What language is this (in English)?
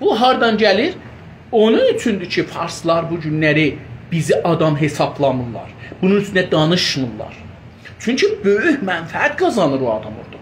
South Azerbaijani